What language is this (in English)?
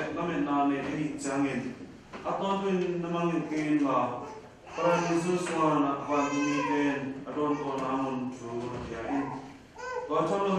Tedim Chin